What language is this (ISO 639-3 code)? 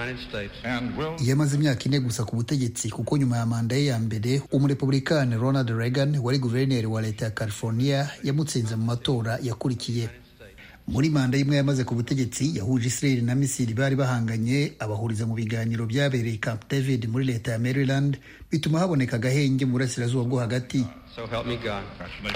kin